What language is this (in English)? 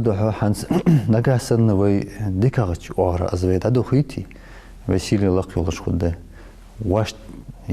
Ingush